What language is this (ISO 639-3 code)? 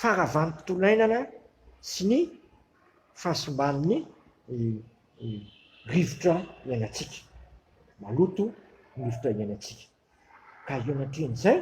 mlg